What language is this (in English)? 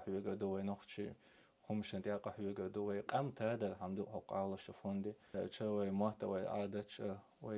Chechen